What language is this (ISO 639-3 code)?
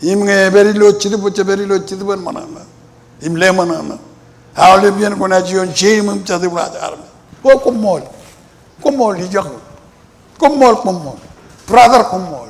mah